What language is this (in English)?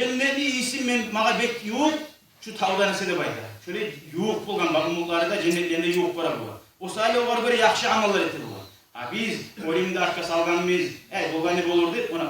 Kumyk